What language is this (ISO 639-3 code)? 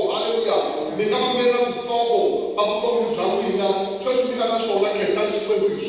tso